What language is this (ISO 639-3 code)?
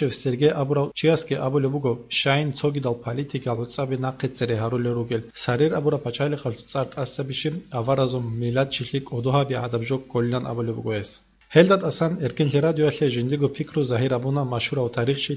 ava